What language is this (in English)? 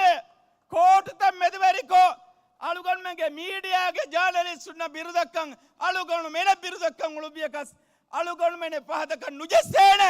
Divehi